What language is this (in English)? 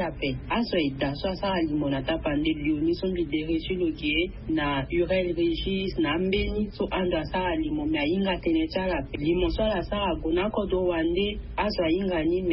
Sango